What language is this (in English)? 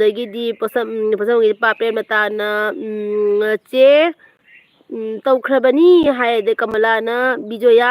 Manipuri